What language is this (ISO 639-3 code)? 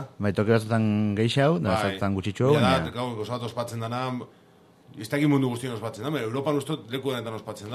eus